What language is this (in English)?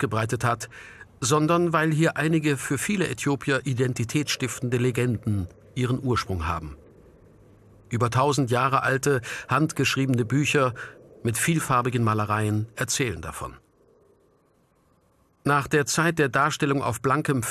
German